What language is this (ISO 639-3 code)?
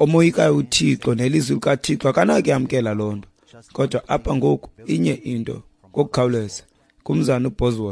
xho